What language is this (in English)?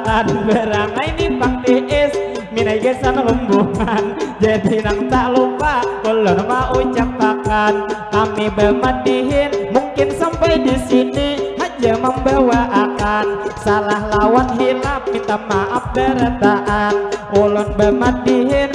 Banjar